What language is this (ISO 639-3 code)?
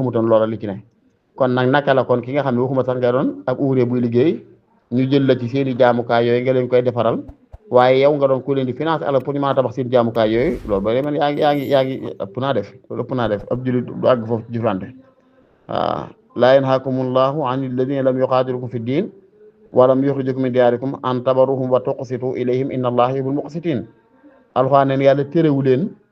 wol